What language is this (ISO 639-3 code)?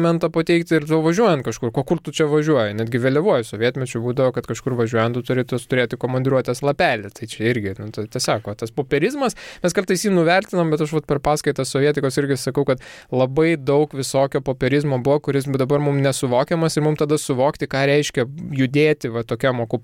lit